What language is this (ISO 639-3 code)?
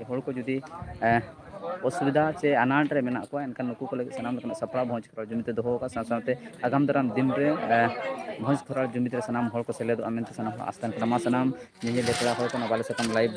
sat